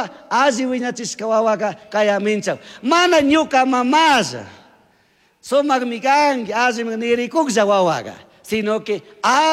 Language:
Chimborazo Highland Quichua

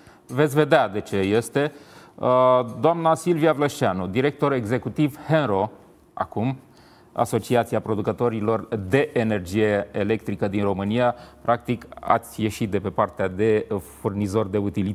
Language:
Romanian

